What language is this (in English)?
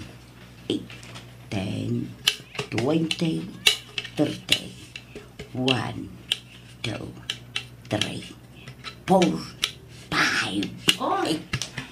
Iloko